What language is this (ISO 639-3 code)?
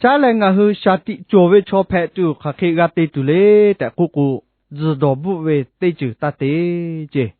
lhu